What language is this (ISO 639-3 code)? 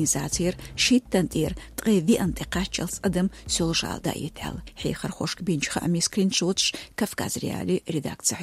che